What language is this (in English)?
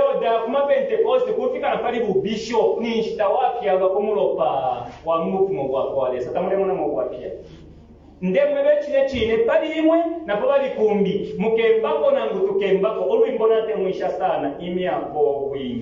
Bemba